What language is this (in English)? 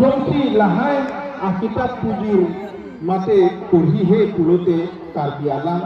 Karbi